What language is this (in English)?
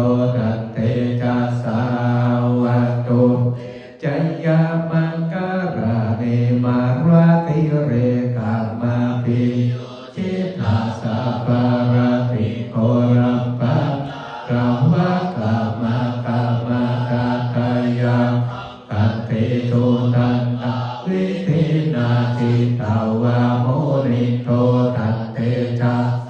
Pali